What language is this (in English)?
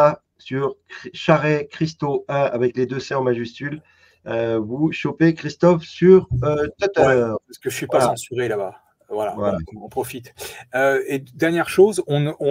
French